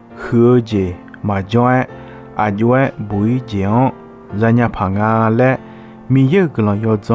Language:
Akha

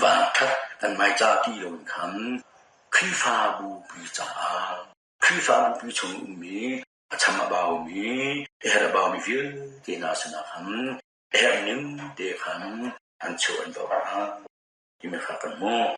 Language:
Hakha Chin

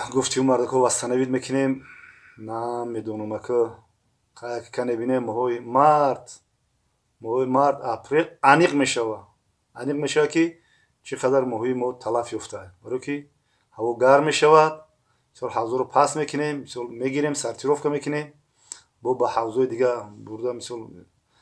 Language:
Tajik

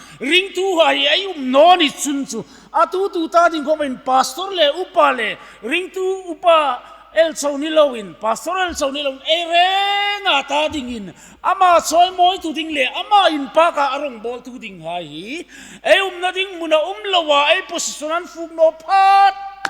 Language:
Hmar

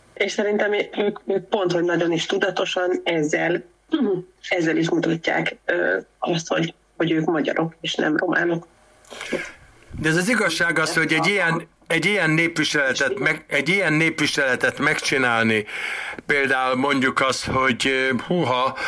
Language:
Hungarian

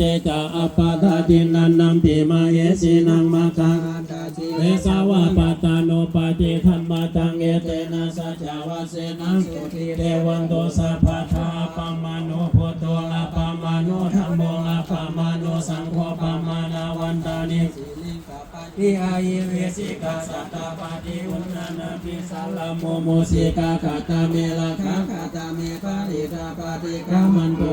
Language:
Pali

